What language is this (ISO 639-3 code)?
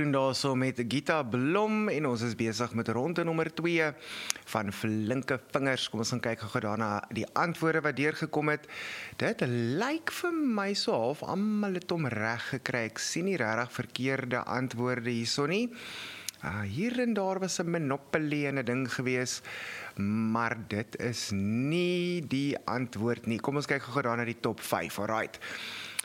afr